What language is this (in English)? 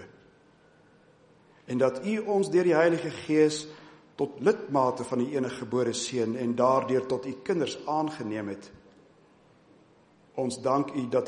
Afrikaans